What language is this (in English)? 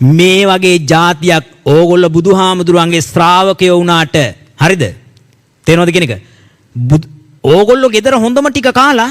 Sinhala